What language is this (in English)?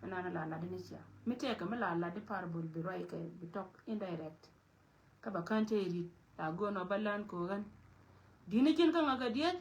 Nuer